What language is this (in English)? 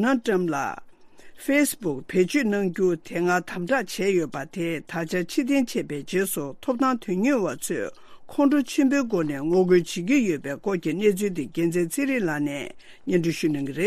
Tibetan